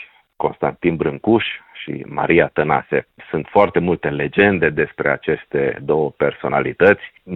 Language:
Romanian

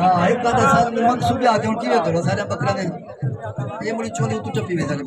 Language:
Saraiki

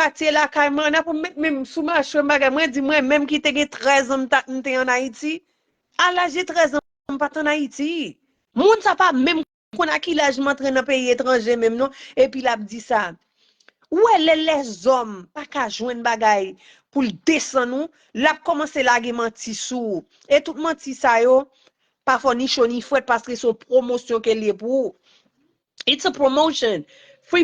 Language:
Haitian Creole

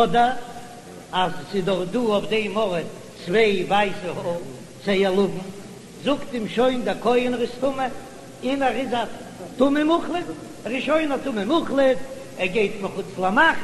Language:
Yiddish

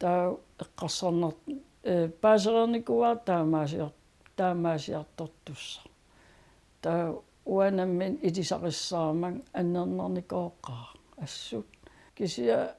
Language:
Kalaallisut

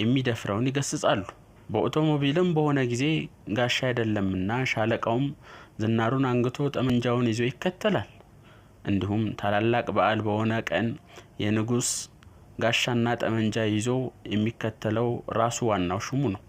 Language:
Amharic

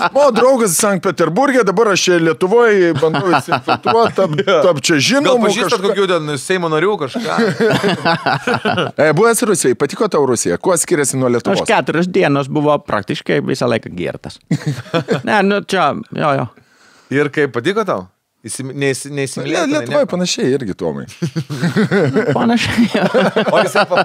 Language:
Lithuanian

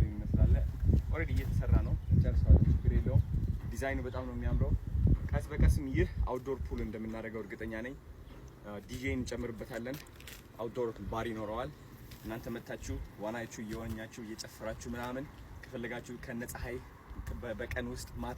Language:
Amharic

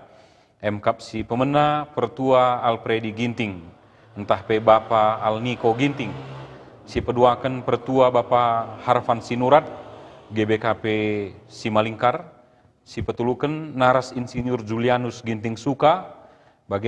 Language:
Batak Karo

